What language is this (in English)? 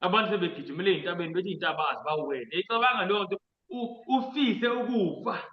Zulu